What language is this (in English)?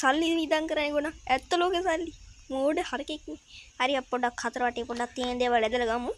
Sinhala